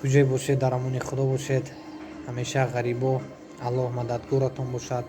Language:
Tajik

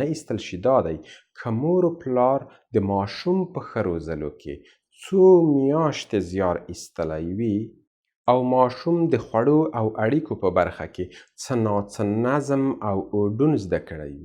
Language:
Pashto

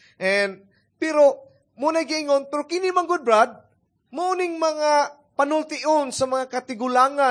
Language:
Cebuano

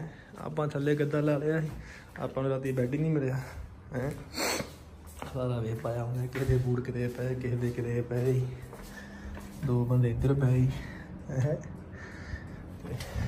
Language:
Punjabi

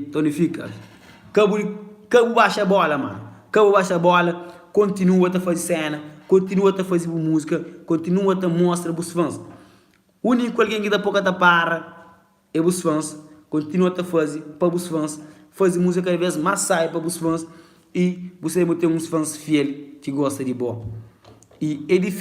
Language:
Kabuverdianu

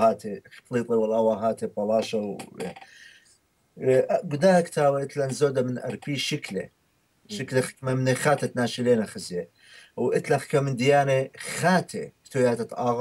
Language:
Assyrian Neo-Aramaic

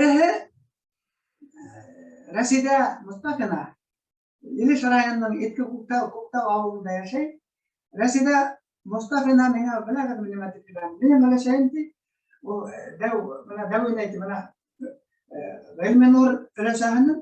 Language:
Bashkir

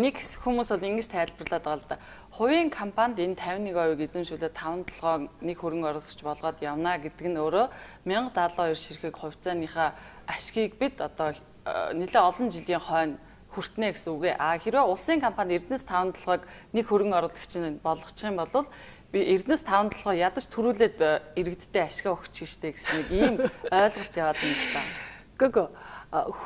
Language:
Mongolian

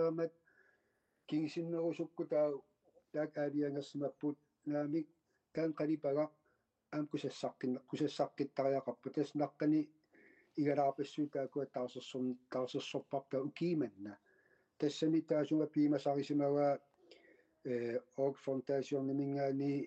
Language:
Kalaallisut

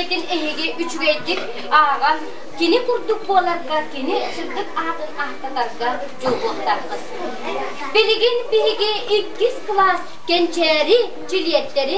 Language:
Yakut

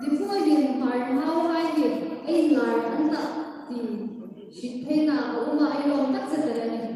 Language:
Hmar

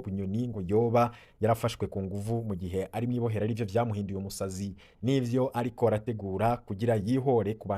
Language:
Rundi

